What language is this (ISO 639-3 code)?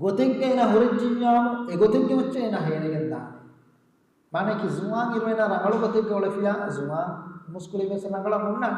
div